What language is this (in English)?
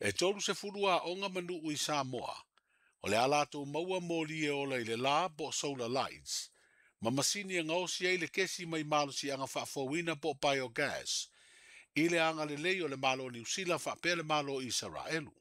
Samoan